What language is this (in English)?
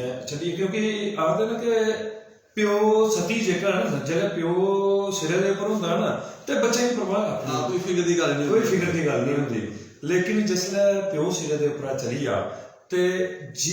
Dogri